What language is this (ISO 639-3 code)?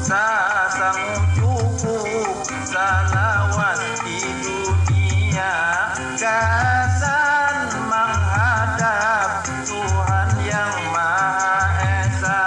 bjn